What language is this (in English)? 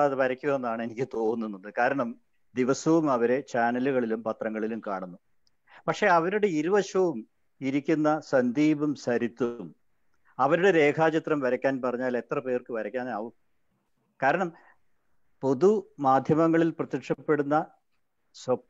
Malayalam